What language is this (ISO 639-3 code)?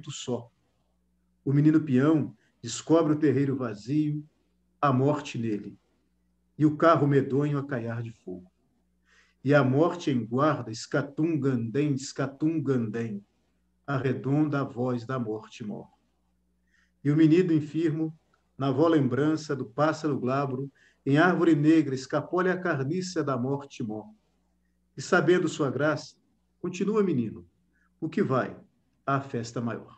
por